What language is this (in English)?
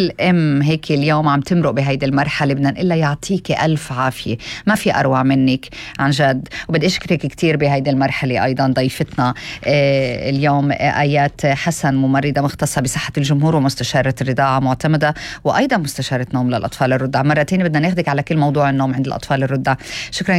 North Levantine Arabic